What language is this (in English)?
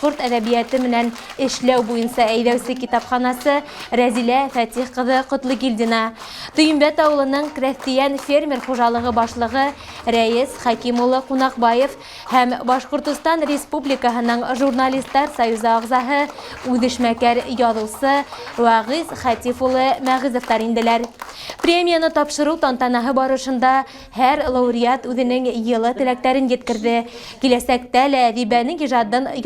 Bashkir